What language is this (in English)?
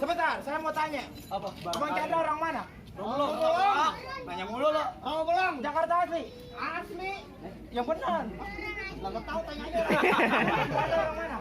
Betawi